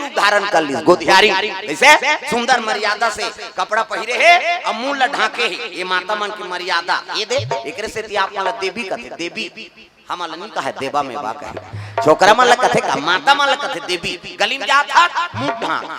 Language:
Chhattisgarhi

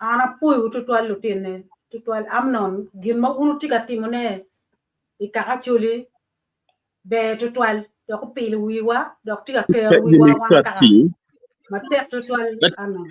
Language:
Acoli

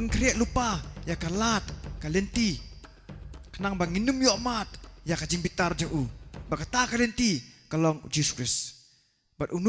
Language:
Khasi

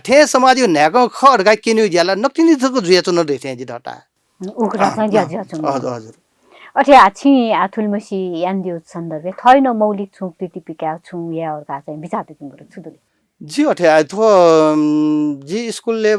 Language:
Newari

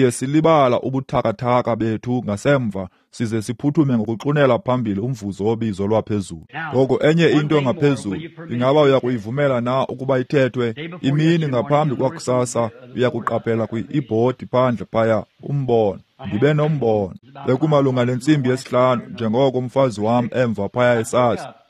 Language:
Xhosa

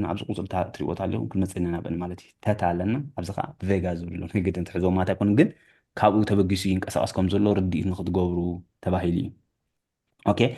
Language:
Tigrinya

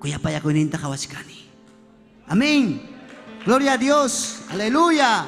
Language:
Ayacucho Quechua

